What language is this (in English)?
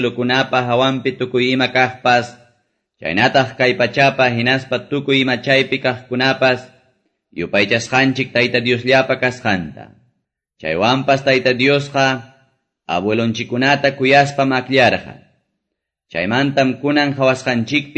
Quechua